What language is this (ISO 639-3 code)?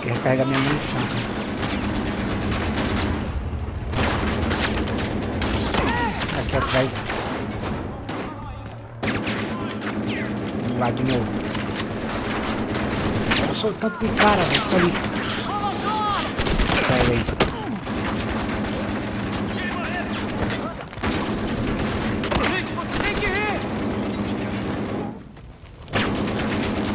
por